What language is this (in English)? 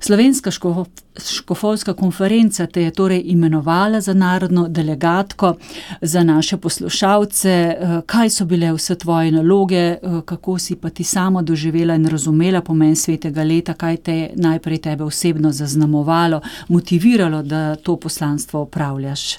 Slovenian